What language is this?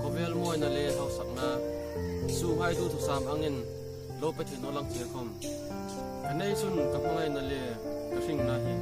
Hmar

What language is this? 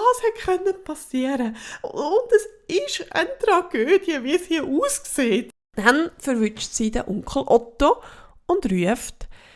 Swiss German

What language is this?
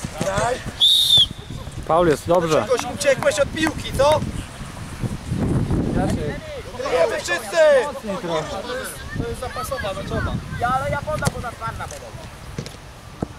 Polish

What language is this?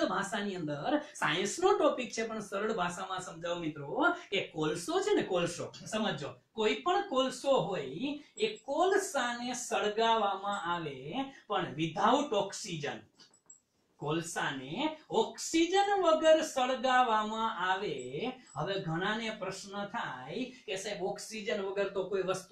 Gujarati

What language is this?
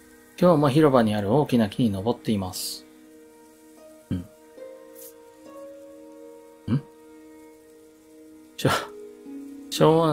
Japanese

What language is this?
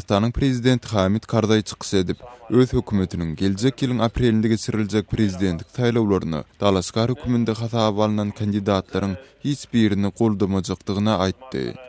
Turkmen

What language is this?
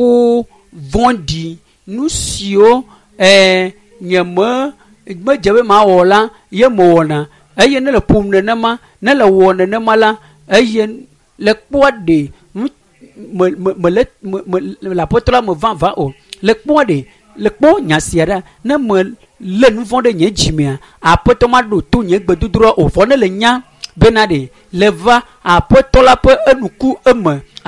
Ewe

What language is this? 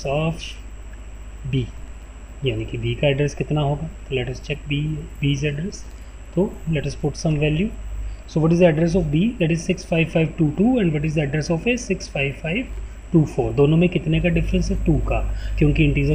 Hindi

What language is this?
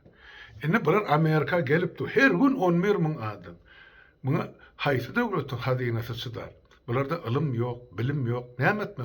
Turkmen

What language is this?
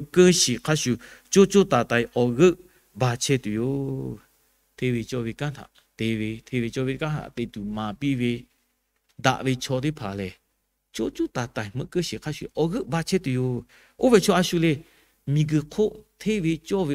Lahu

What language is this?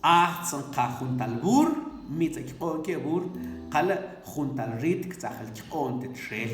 Mam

